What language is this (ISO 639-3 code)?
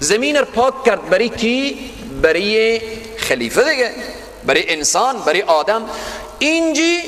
fas